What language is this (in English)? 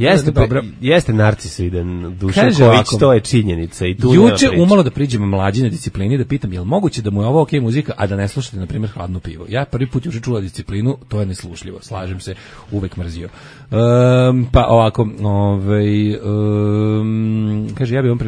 Serbian